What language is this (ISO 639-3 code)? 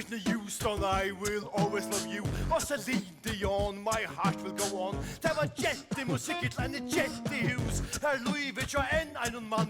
fao